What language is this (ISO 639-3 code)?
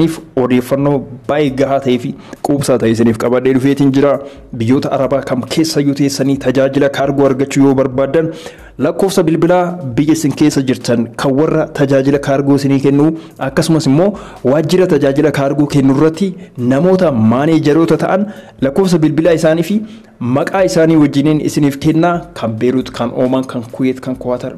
orm